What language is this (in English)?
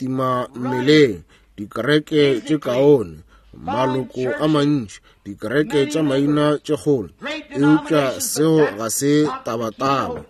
Northern Sotho